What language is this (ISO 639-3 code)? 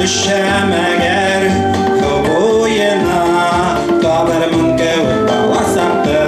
bak